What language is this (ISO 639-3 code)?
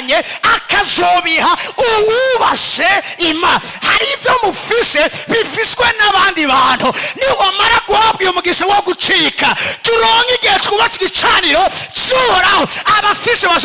run